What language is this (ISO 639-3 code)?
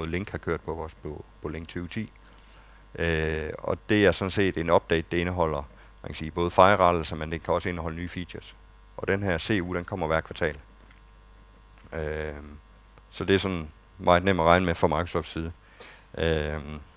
dan